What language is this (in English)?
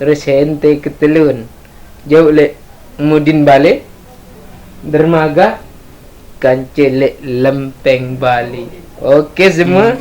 Sasak